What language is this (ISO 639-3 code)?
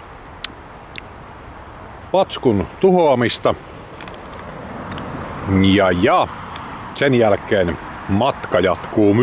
fin